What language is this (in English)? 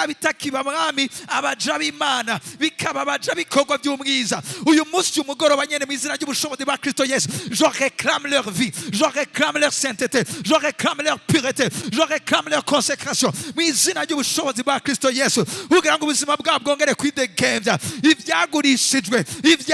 Rundi